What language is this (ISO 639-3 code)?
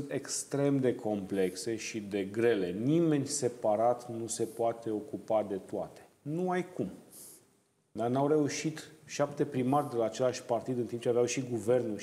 ron